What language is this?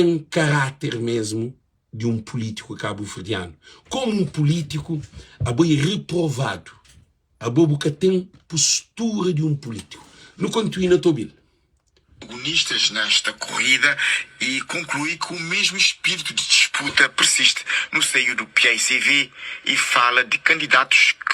Kabuverdianu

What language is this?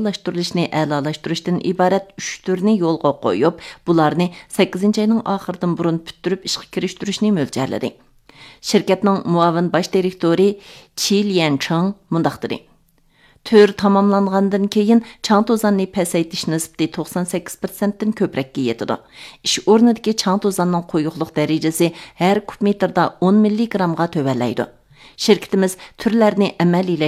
Uyghur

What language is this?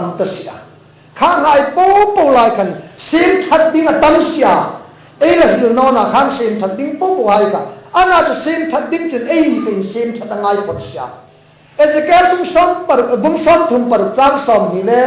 Hmar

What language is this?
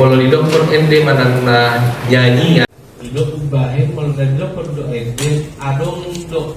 Batak Toba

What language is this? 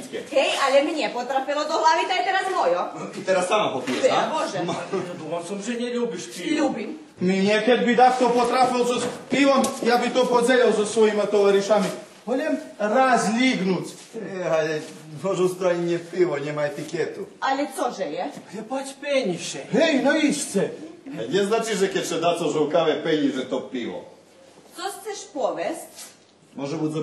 Rusyn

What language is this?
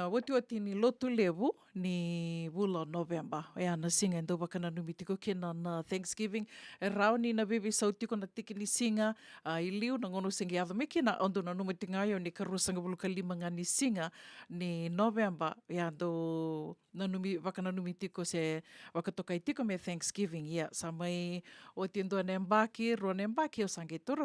Fijian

